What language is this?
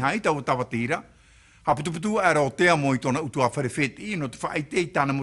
Tahitian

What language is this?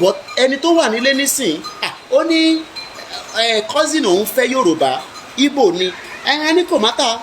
Yoruba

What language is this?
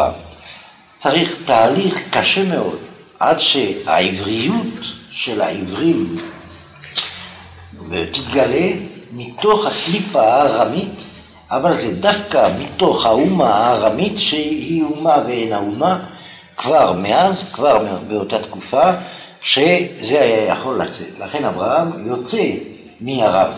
Hebrew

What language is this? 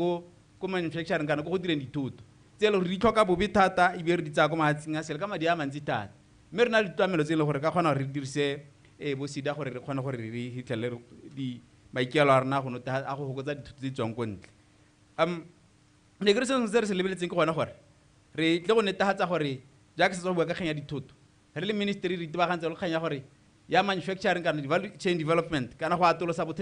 Tswana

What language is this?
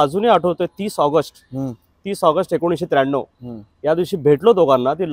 Marathi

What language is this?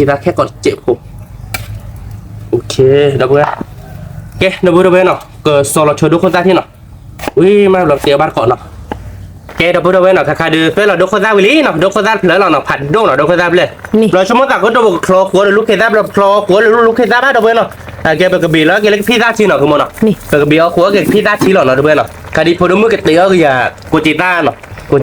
S'gaw Karen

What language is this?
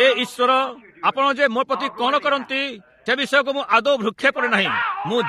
Odia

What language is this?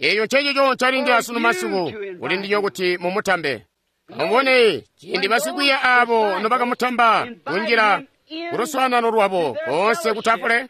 Tonga (Zambia)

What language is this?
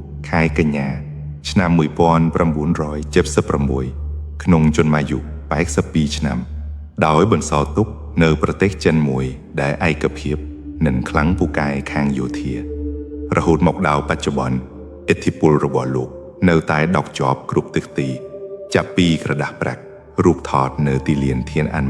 Khmer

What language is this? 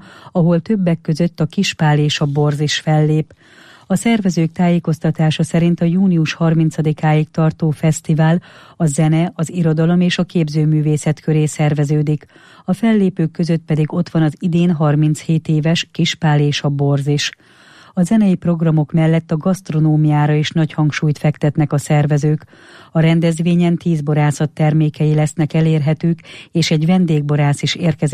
Hungarian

